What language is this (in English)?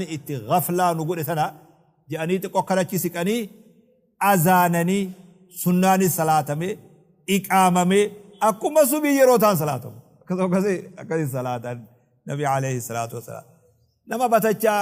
Oromo